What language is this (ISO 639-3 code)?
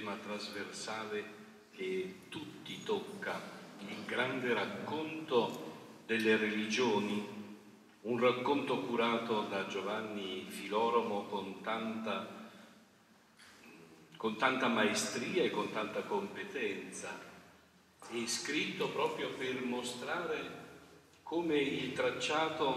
ita